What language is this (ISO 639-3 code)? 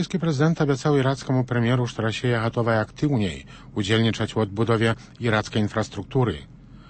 bel